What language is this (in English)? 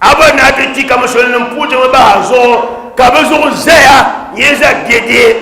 Dagbani